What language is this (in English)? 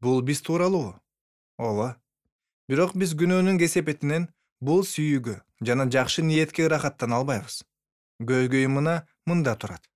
Kyrgyz